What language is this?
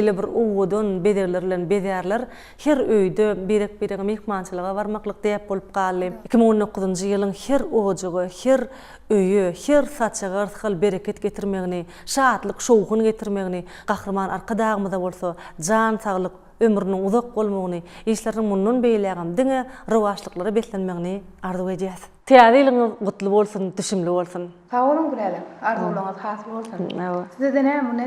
Turkmen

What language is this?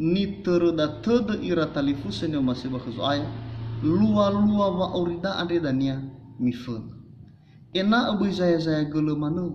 Nias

